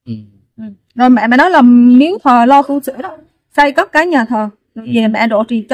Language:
Vietnamese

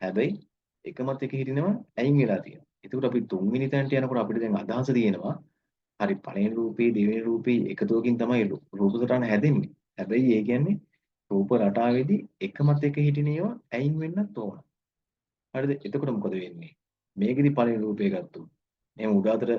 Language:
Sinhala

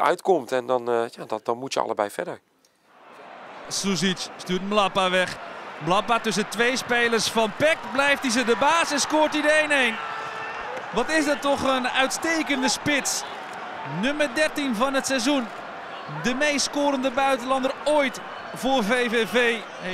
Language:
Dutch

